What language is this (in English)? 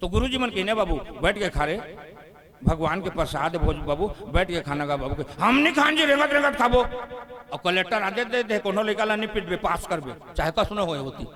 Chhattisgarhi